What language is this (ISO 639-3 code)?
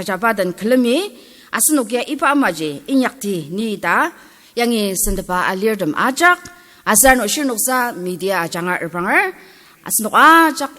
njo